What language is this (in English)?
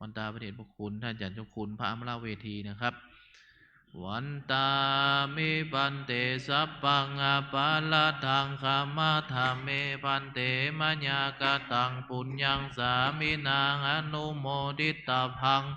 Pali